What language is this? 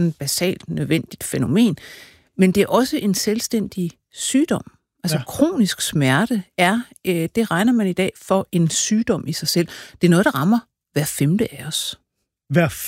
Danish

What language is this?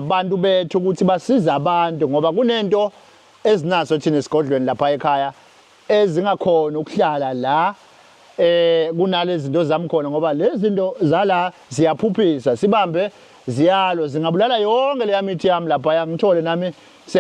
Zulu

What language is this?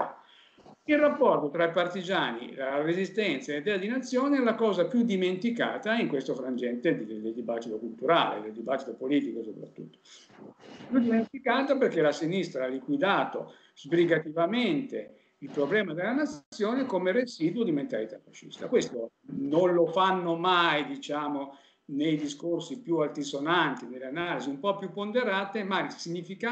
Italian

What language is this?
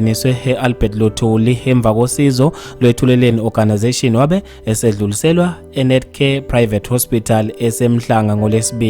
Zulu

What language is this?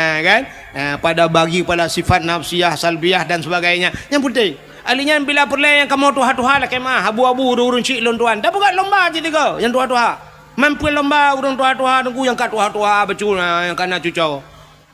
Achinese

